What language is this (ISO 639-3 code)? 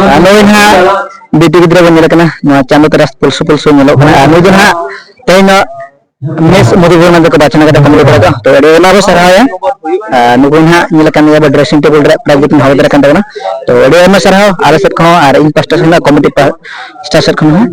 sat